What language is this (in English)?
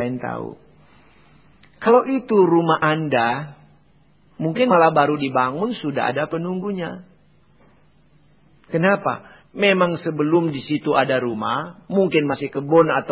Indonesian